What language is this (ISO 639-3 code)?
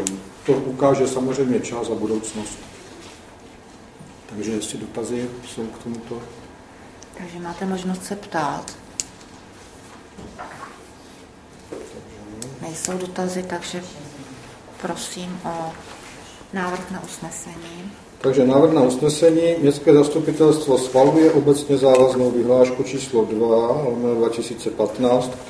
ces